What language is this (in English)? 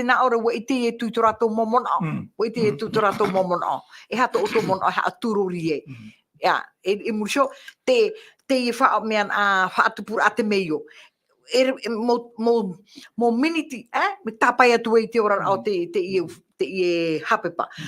Tahitian